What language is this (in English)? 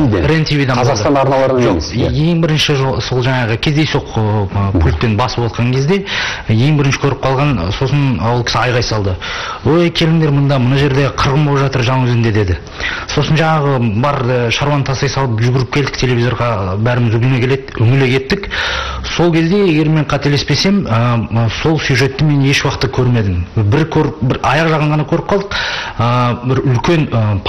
Kazakh